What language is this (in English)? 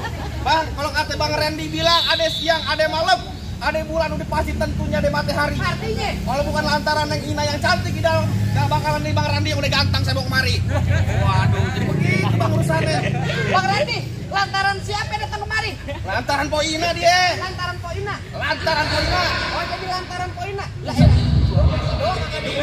Betawi